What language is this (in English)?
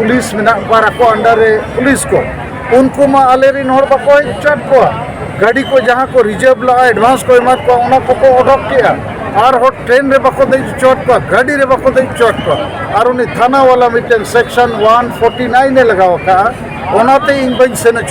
Santali